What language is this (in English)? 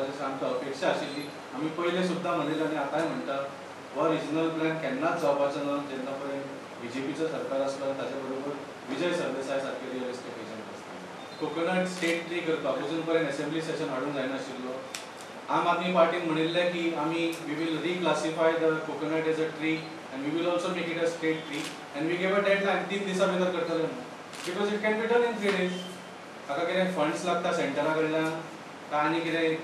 Konkani